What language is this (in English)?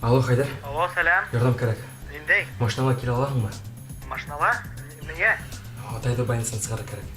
Bashkir